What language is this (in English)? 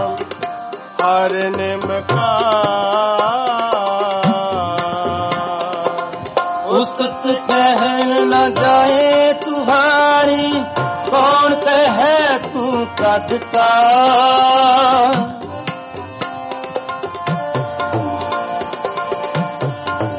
Punjabi